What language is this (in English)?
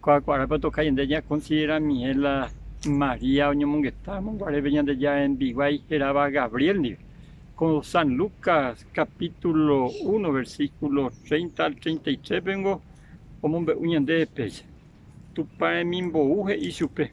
Guarani